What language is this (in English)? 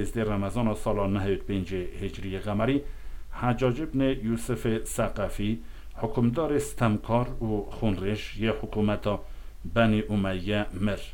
Kurdish